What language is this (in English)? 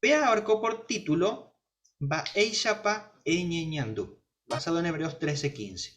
Guarani